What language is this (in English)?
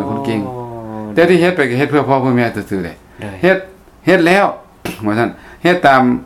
Lao